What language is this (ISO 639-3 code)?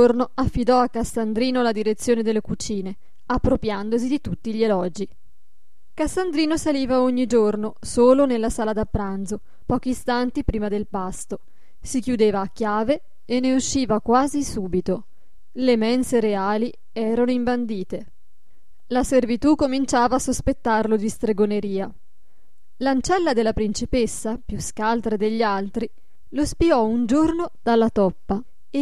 ita